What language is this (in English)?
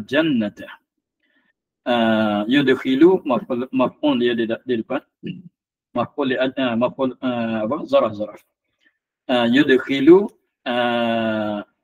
Malay